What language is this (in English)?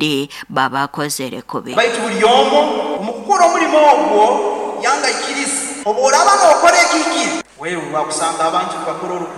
Nyoro